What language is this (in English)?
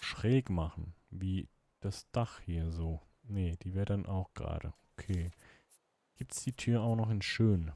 Swiss German